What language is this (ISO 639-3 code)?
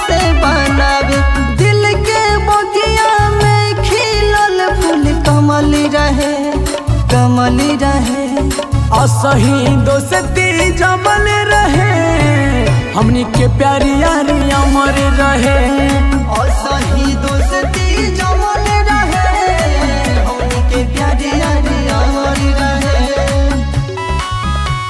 bho